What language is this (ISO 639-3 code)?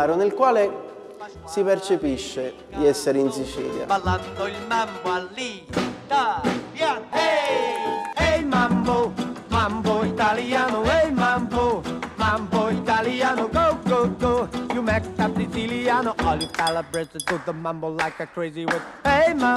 ita